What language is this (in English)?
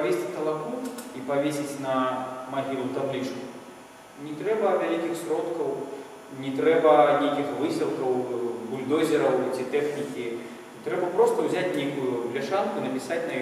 Belarusian